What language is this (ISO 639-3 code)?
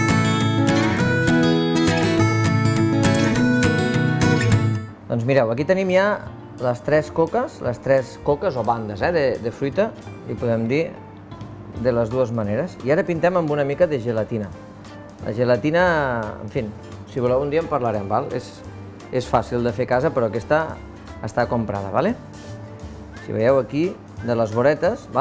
cat